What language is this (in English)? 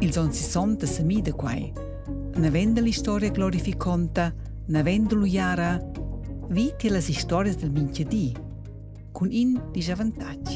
Romansh